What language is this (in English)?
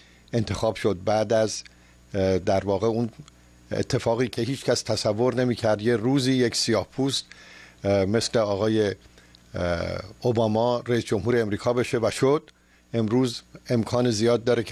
Persian